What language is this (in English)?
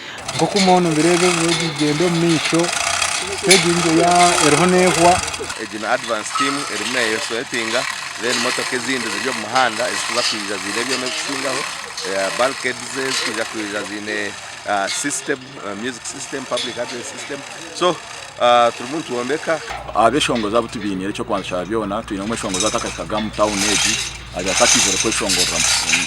Nyankole